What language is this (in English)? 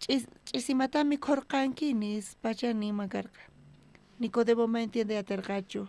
South Bolivian Quechua